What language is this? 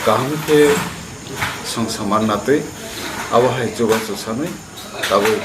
Kok Borok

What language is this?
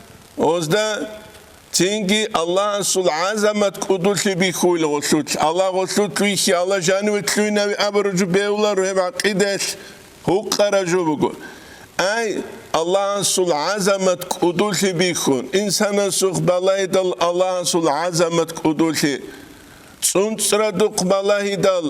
Avaric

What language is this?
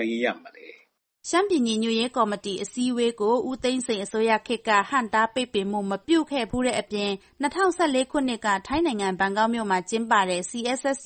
Burmese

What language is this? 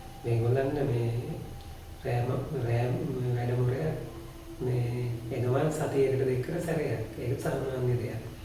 Sinhala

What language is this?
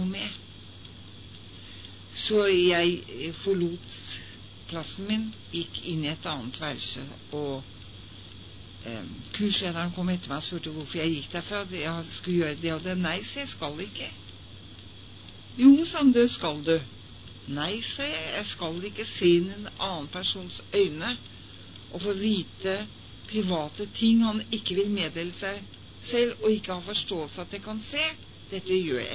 Norwegian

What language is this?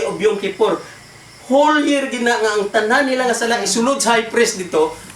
Cebuano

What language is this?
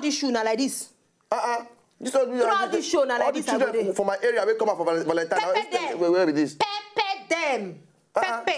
Nigerian Pidgin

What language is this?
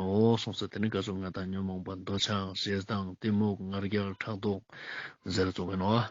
Ladakhi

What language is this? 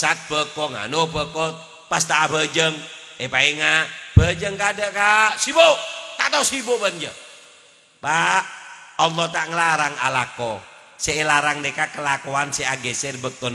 Madurese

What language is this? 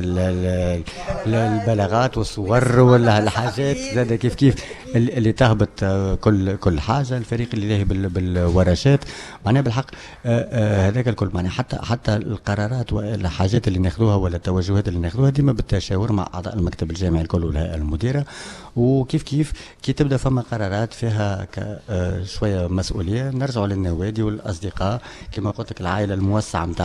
Tunisian Arabic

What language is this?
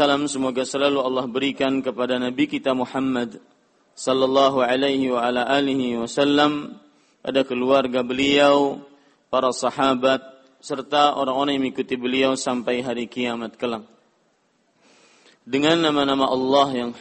Indonesian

